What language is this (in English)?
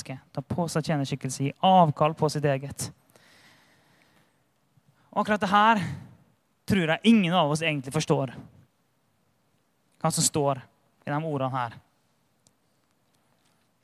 Norwegian